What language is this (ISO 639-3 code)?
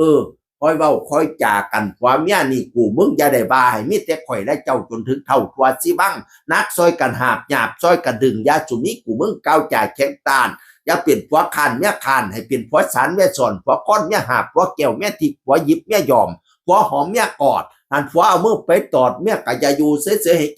tts